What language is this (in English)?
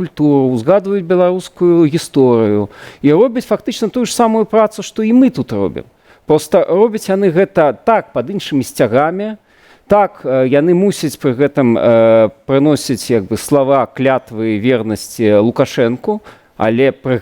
Belarusian